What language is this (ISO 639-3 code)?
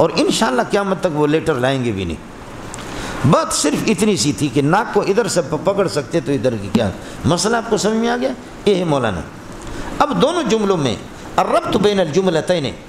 urd